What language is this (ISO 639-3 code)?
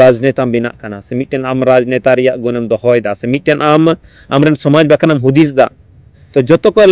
sat